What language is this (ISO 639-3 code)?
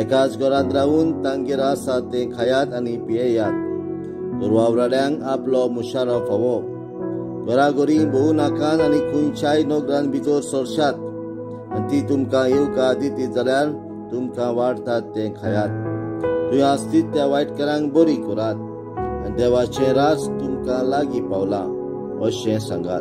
kok